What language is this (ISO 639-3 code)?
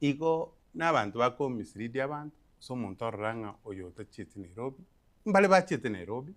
guz